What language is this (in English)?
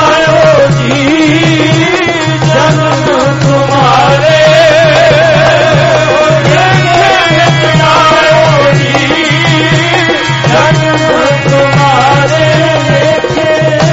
Punjabi